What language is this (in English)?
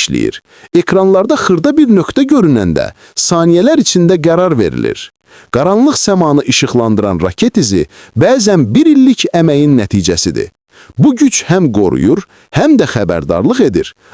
Azerbaijani